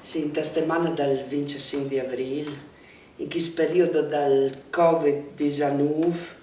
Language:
Friulian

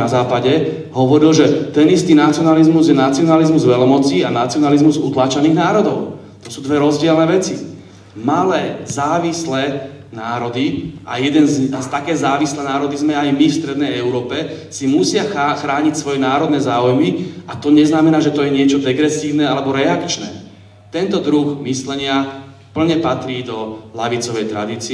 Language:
Slovak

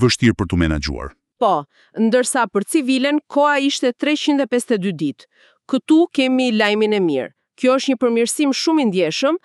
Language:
Albanian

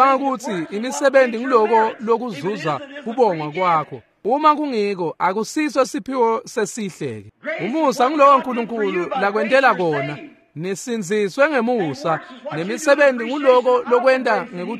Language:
Swati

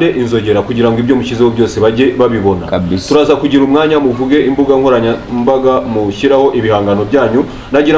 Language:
Kinyarwanda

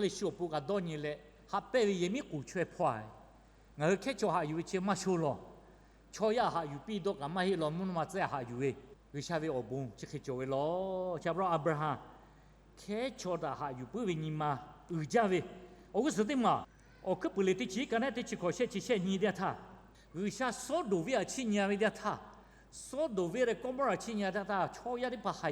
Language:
Lahu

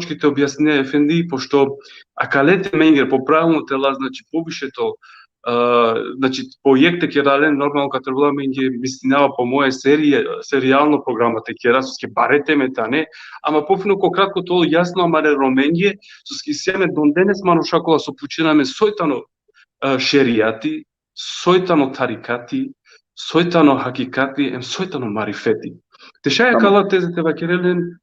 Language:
Balkan Romani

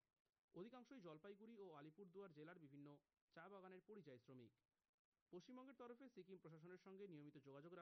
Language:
Bangla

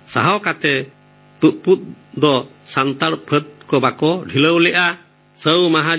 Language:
Santali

